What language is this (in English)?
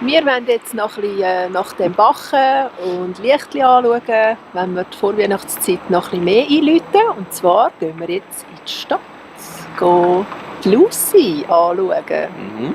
Swiss German